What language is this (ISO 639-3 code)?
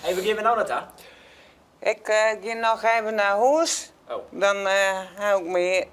fry